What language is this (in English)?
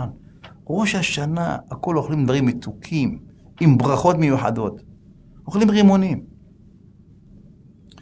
Hebrew